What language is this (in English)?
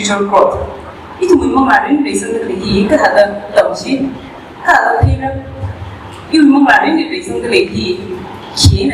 Tangkhul Naga (India)